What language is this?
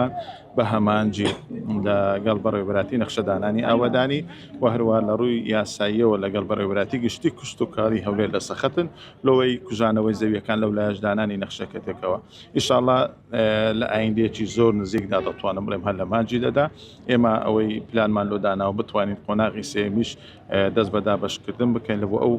Central Kurdish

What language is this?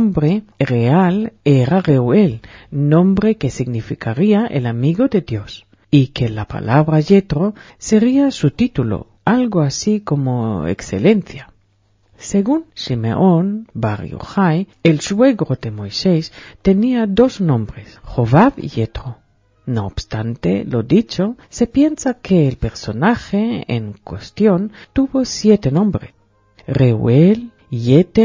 Spanish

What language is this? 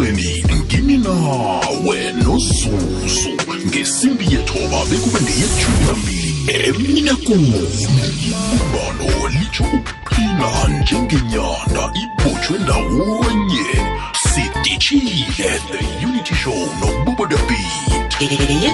South Ndebele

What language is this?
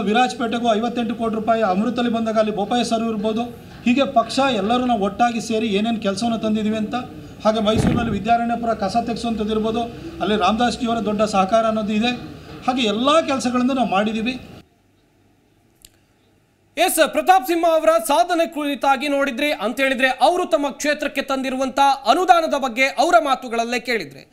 Kannada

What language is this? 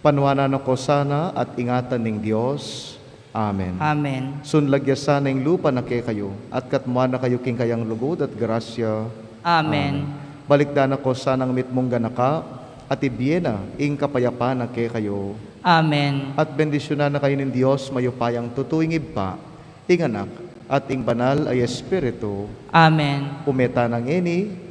Pampanga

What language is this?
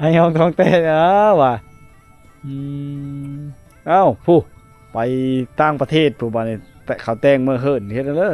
Lao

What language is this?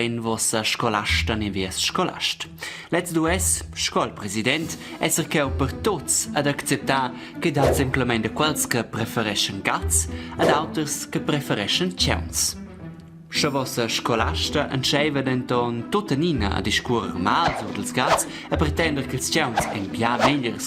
Romansh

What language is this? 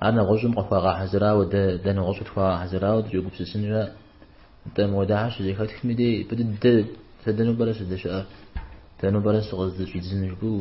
Kabardian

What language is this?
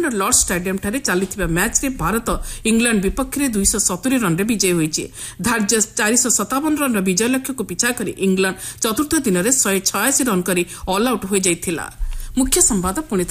Odia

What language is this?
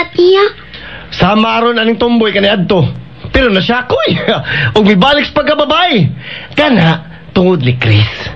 Cebuano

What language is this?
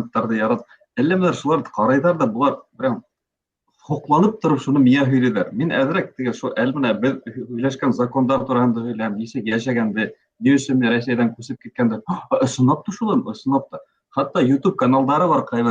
Bashkir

